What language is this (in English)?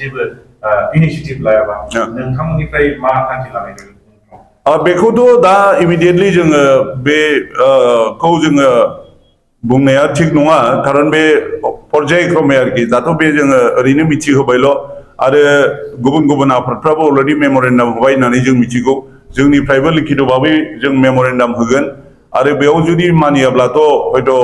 Bodo